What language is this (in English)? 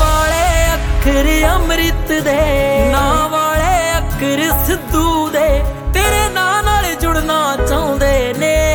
Punjabi